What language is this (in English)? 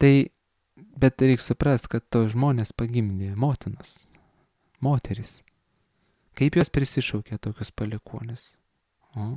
Lithuanian